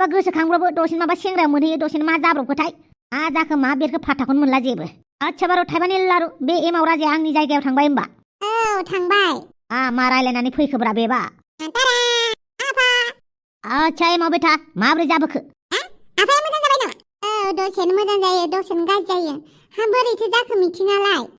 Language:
Bodo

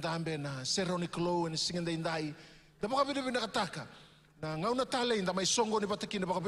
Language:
Fijian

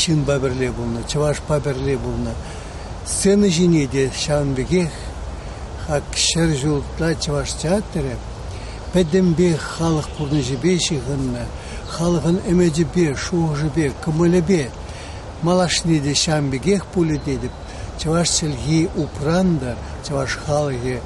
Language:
Chuvash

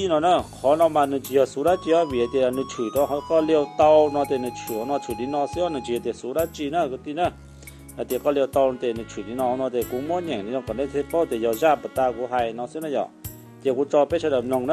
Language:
Hmong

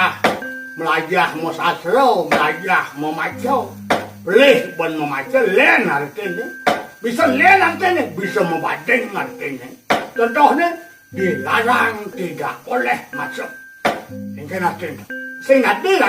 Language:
Balinese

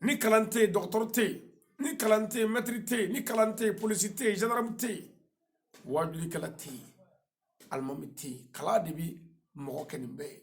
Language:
Bambara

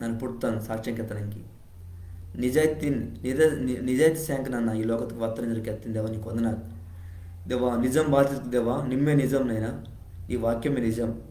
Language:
Koya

